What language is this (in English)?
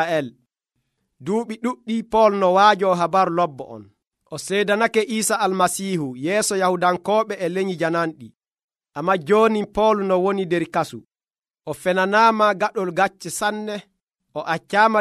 Nigerian Fulfulde